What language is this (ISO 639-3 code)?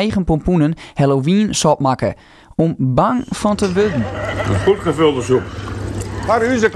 fry